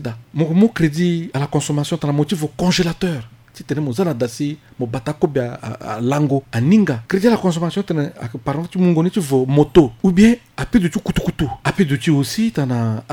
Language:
Sango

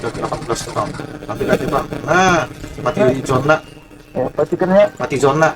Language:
Banjar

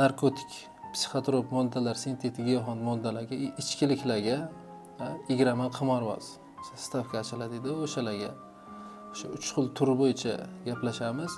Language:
Uzbek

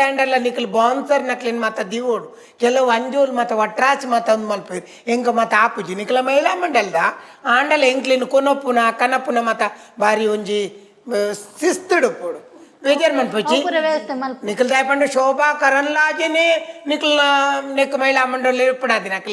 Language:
Tulu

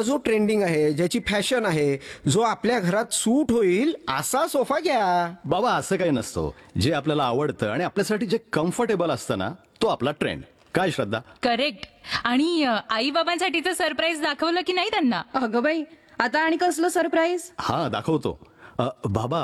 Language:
Marathi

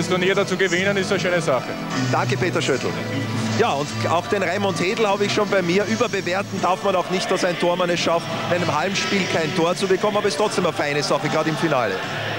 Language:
German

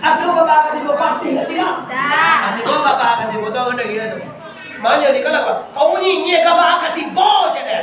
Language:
Minangkabau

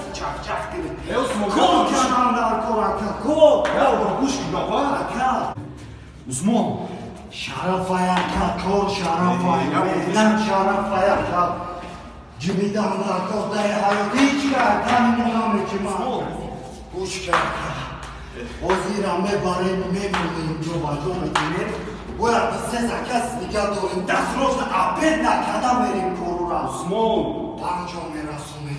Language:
Tajik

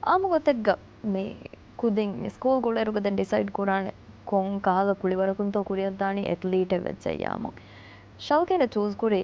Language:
Divehi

